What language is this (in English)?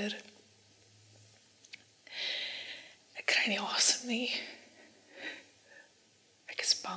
Afrikaans